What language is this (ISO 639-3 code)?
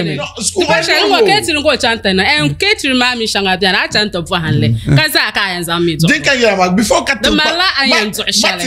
dag